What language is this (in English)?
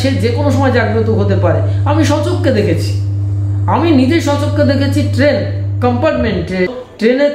Bangla